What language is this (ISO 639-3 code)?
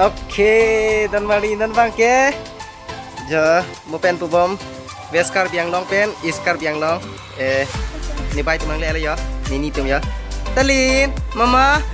mjw